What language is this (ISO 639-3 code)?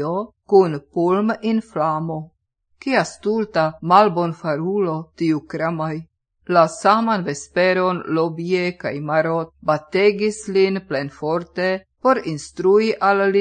epo